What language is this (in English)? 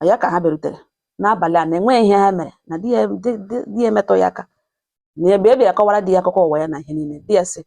Igbo